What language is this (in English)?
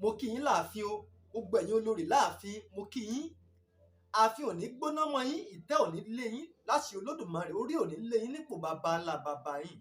Yoruba